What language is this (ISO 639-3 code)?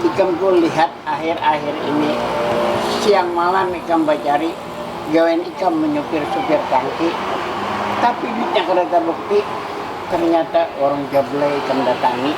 bjn